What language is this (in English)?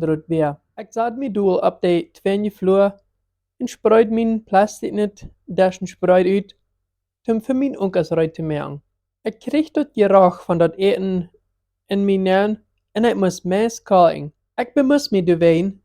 Plautdietsch